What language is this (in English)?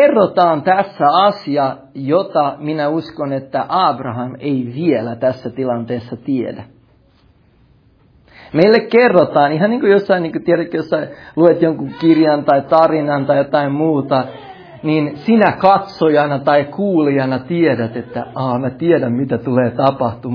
Finnish